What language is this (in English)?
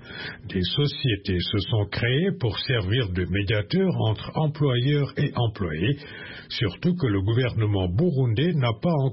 French